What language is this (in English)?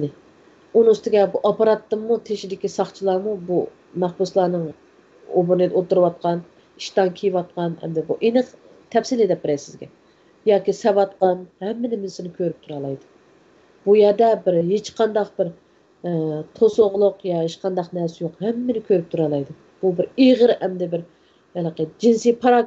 Uyghur